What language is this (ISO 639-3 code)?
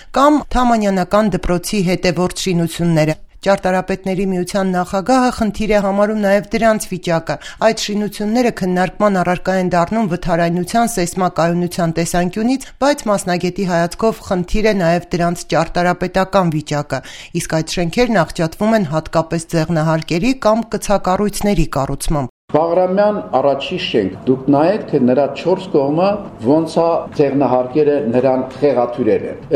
hye